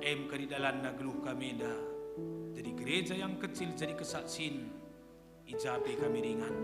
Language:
Batak Karo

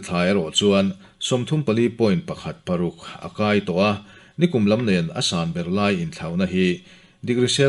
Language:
Mizo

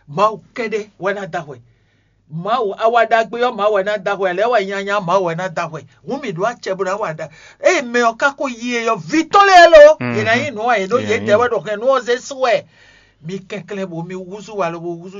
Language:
Fon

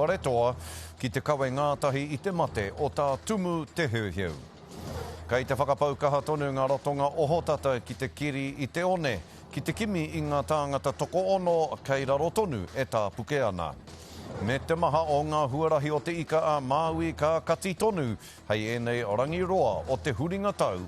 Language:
Māori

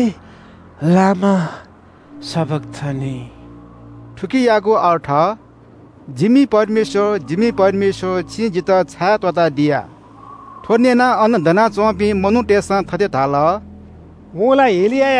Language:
Newari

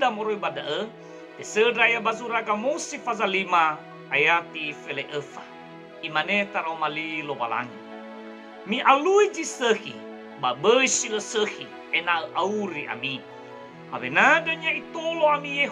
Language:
Nias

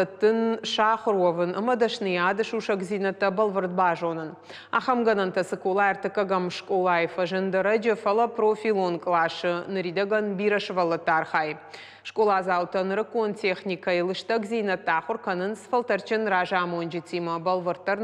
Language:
Ossetic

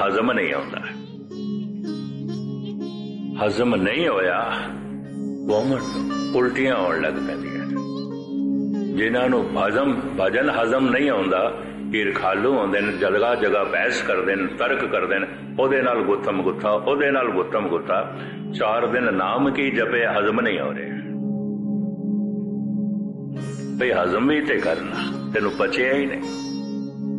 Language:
Punjabi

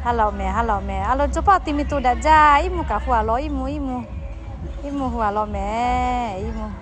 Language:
Lahu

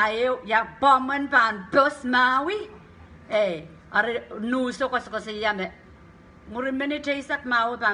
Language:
Pohnpeian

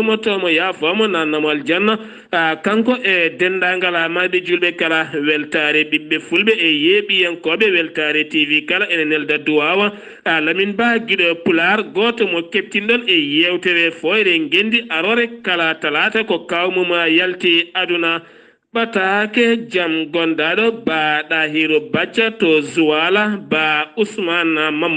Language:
Fula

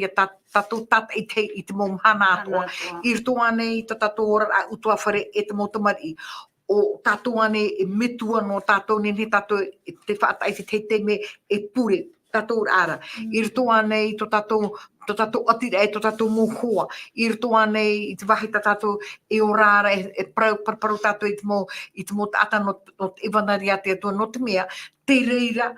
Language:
Tahitian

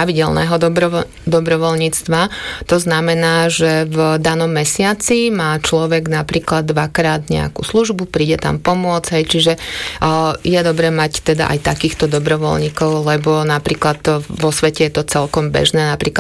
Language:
Slovak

